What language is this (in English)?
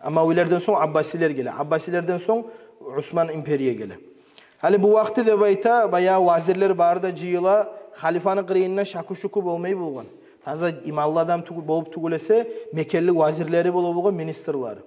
Kumyk